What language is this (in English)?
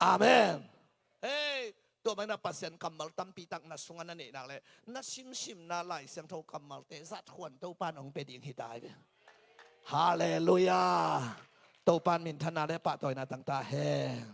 Tedim Chin